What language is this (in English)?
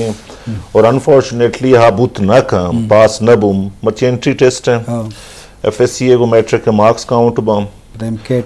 Baluchi